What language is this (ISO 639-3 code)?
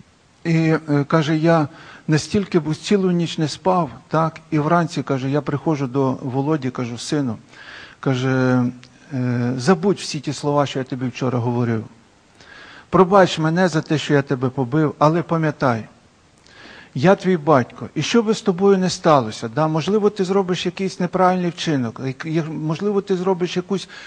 ukr